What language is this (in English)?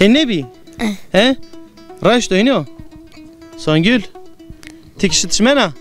Zaza